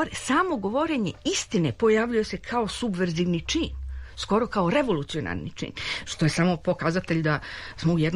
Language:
Serbian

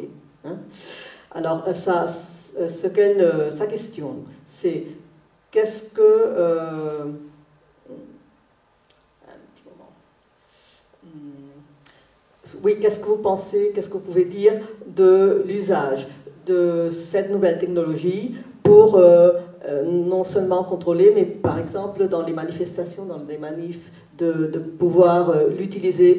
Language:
French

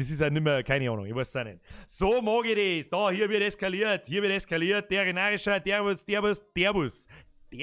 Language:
Bavarian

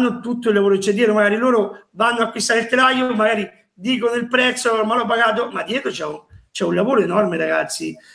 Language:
Italian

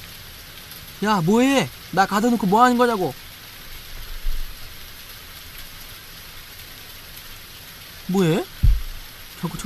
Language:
Korean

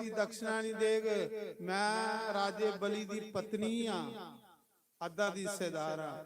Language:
Dogri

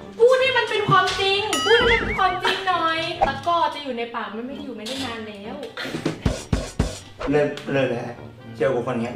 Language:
Thai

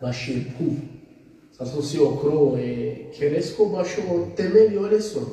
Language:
Balkan Romani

